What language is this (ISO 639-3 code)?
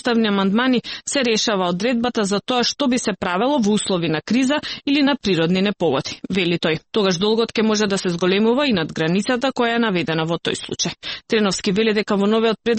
mkd